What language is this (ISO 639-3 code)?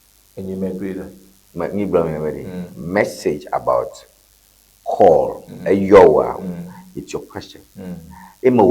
ewe